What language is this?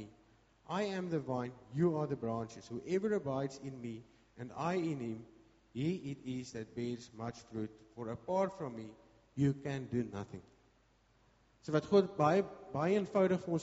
Afrikaans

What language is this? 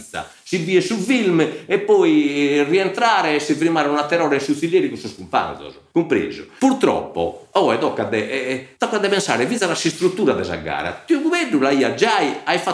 Sardinian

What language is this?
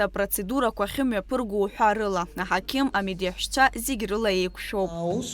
Abkhazian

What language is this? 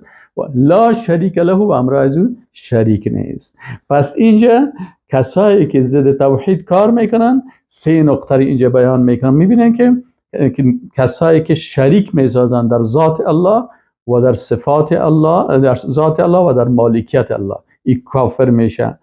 Persian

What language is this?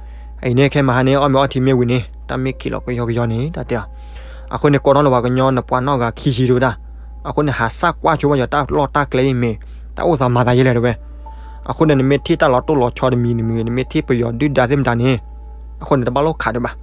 S'gaw Karen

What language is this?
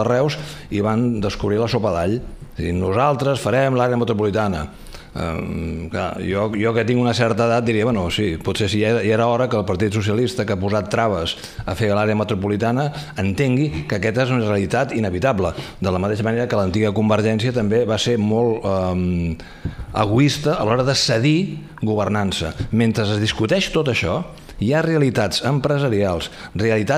Catalan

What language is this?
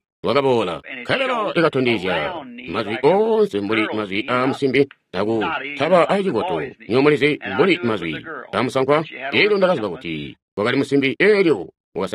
Tonga (Zambia)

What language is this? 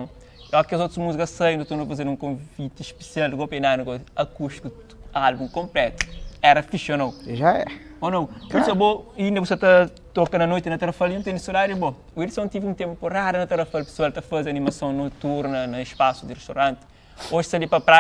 Kabuverdianu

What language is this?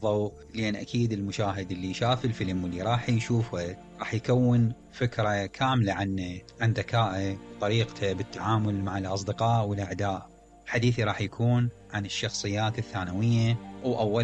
Mesopotamian Arabic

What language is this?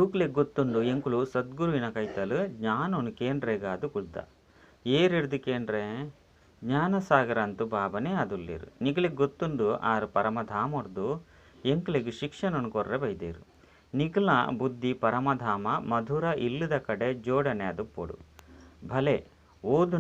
Tulu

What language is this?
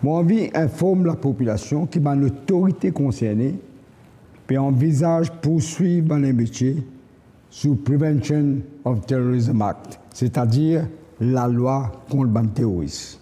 Morisyen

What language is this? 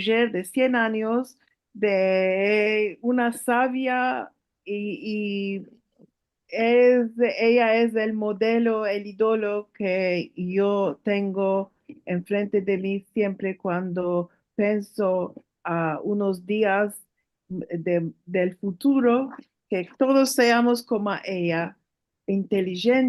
Ladino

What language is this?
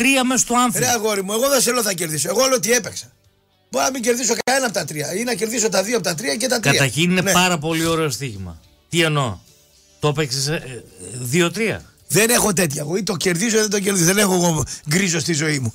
Greek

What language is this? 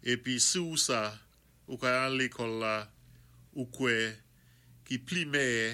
Saint Lucian Creole French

